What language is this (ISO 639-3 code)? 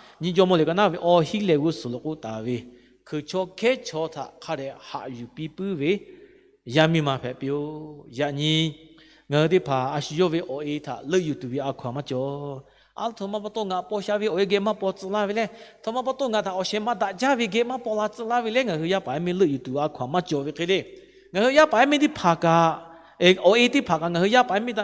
lhu